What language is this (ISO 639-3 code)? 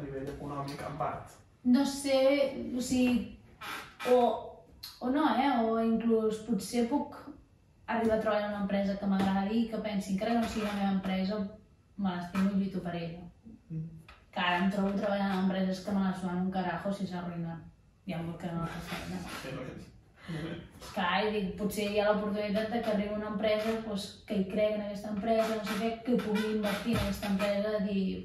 cat